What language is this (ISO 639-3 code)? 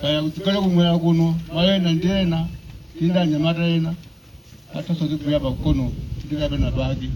nya